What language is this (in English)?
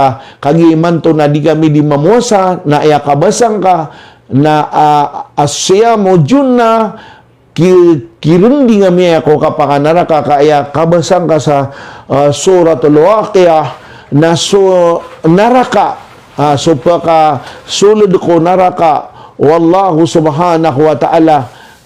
Maranao